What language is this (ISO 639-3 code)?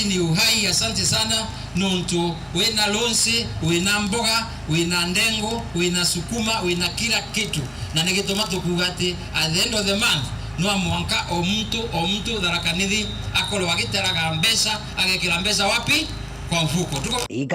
mer